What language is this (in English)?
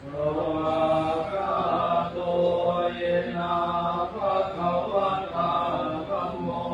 Pali